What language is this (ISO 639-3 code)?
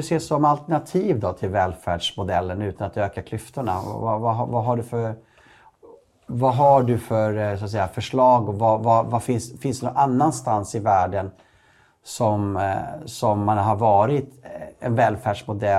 swe